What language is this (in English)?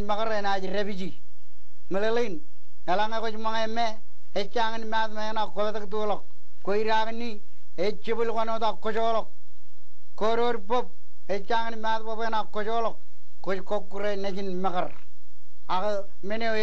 Marshallese